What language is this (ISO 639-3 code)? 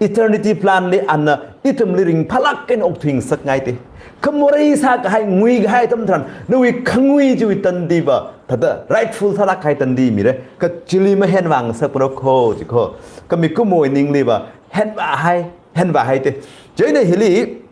nmf